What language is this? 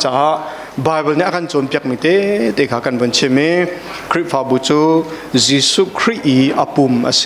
Hakha Chin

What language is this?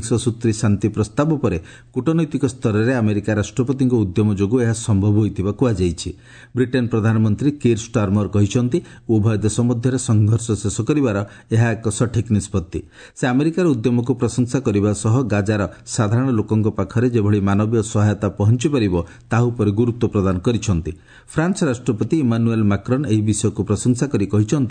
Odia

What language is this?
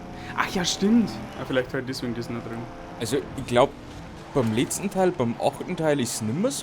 Bavarian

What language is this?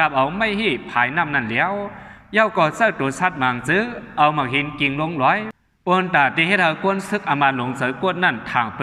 Shan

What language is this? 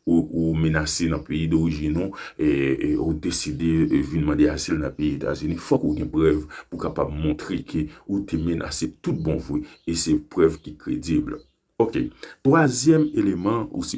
Haitian Creole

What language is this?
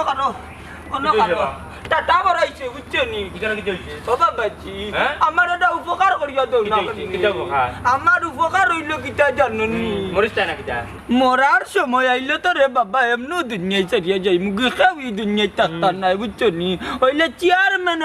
Sylheti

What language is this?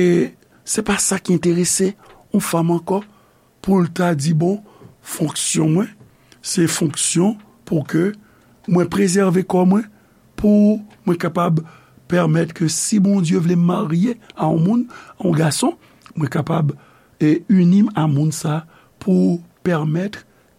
Haitian Creole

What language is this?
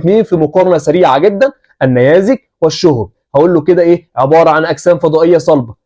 Egyptian Arabic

